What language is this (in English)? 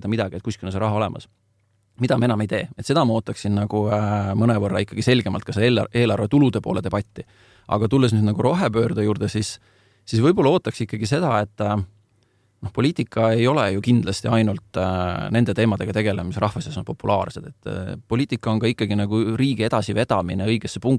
Estonian